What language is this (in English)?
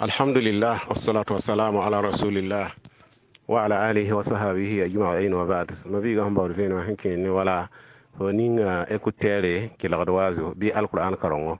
Mossi